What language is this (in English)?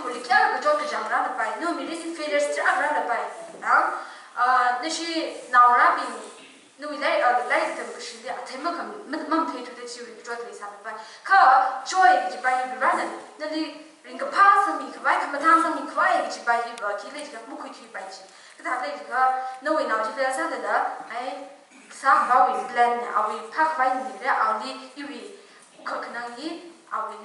Tangkhul Naga (India)